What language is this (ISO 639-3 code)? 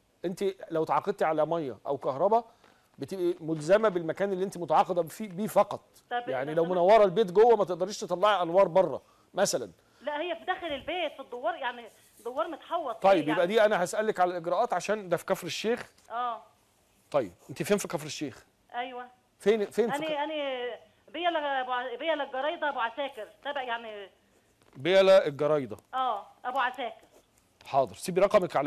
arz